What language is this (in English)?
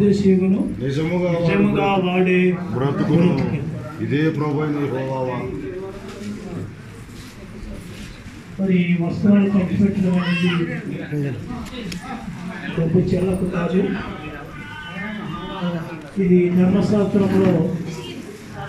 Telugu